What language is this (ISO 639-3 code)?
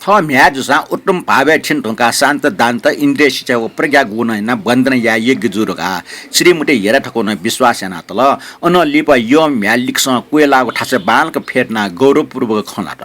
new